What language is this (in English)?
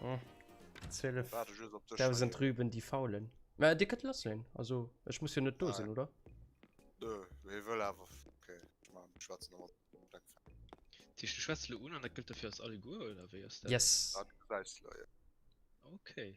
Luxembourgish